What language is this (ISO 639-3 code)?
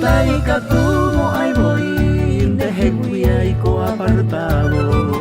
grn